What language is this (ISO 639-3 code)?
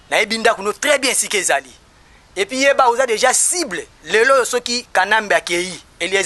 lin